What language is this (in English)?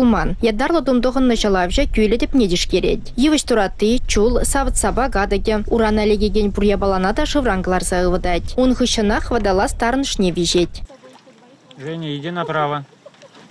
Chuvash